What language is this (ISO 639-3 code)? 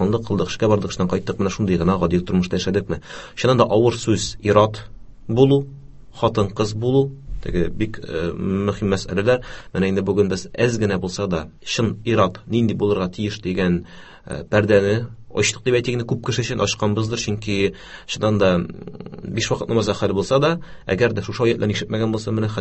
tat